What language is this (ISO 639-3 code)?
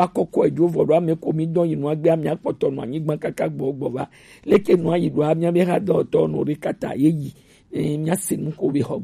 gej